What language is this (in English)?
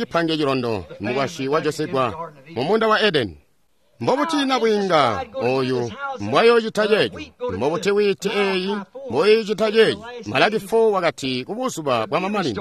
Tonga (Zambia)